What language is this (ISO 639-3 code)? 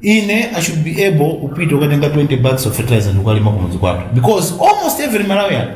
nya